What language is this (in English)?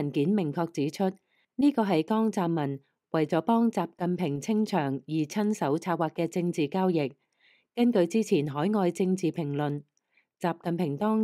Cantonese